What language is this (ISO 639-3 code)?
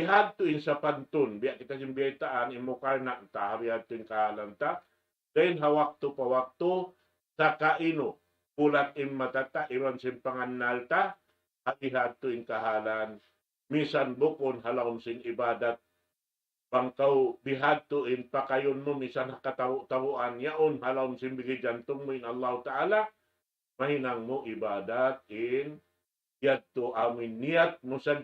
tsg